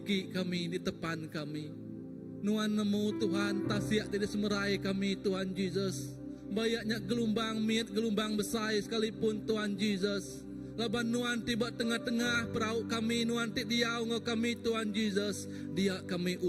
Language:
Iban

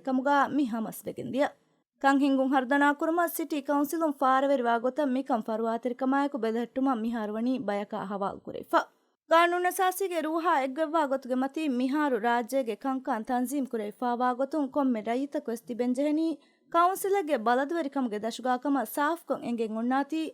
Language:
Divehi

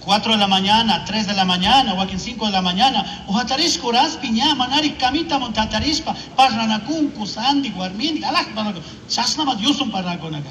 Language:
Chimborazo Highland Quichua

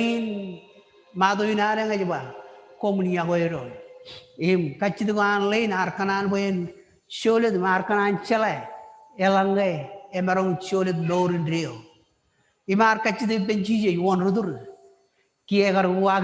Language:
Marshallese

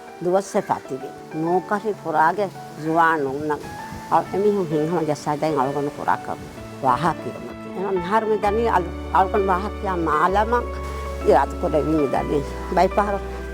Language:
Divehi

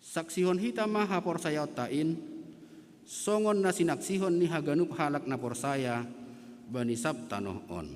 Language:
Batak Simalungun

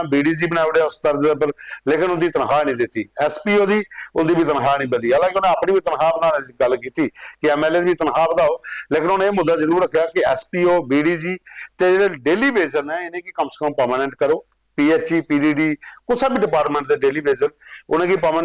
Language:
Dogri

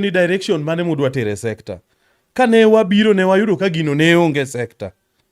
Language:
Luo (Kenya and Tanzania)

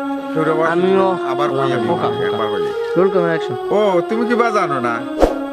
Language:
Sylheti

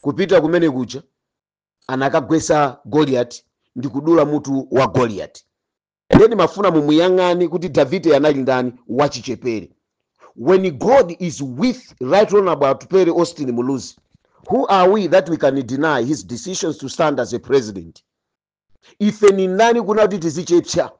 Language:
Nyanja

